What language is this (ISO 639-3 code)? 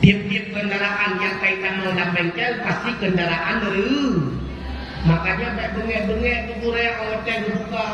ace